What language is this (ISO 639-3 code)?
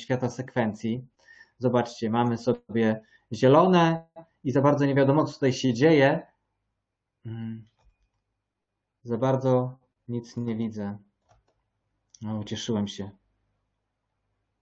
pol